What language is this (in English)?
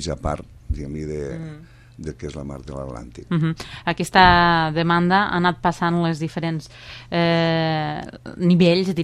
Catalan